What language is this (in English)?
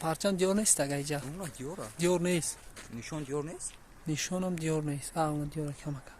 Tajik